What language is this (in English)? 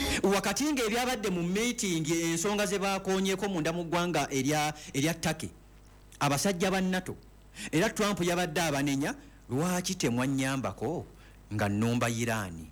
Ganda